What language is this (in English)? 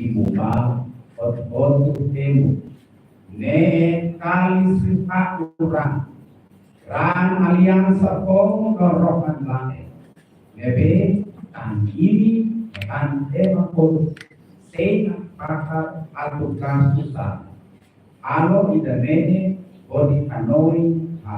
Tetum